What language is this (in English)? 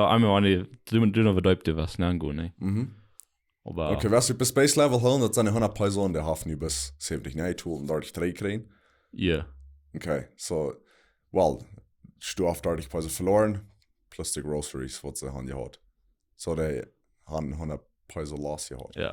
Plautdietsch